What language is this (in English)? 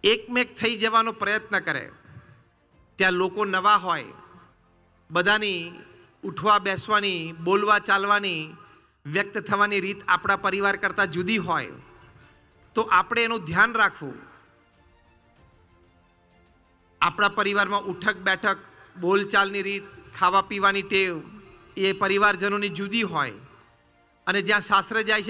Gujarati